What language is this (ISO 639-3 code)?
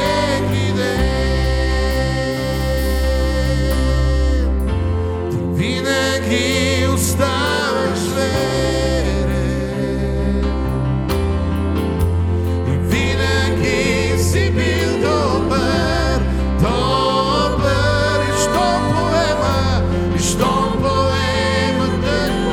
bul